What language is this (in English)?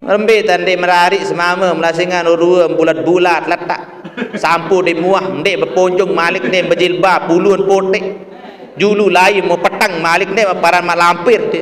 Sasak